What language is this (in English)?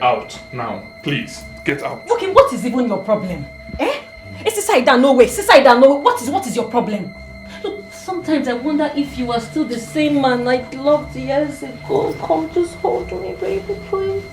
Nigerian Pidgin